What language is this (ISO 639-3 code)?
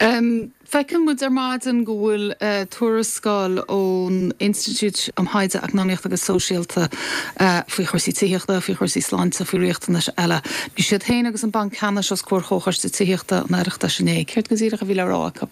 gle